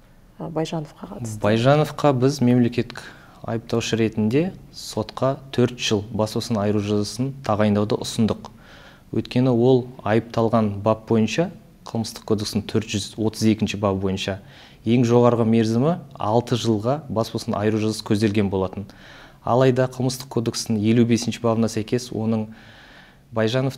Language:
Kazakh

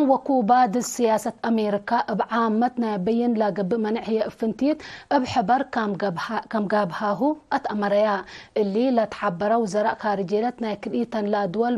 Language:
Tigre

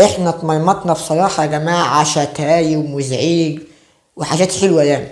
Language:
Egyptian Arabic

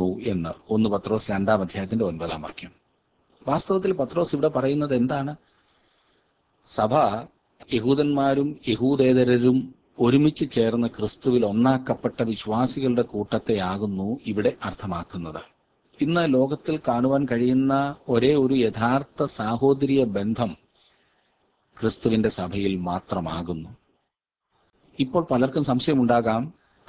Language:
Malayalam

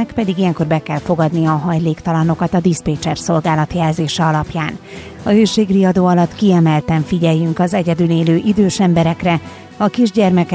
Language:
Hungarian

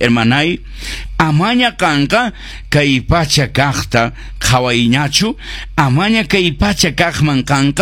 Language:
Quechua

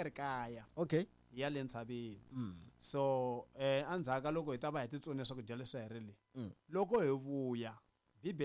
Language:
Tsonga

